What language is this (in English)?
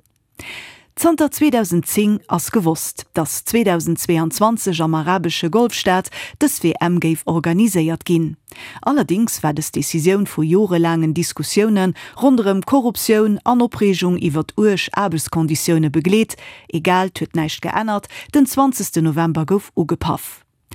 Luxembourgish